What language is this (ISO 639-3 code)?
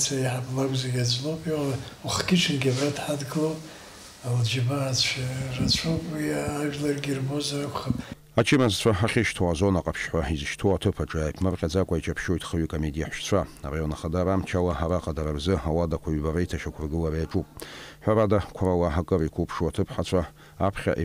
abk